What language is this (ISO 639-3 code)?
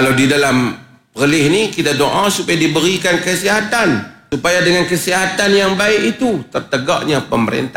msa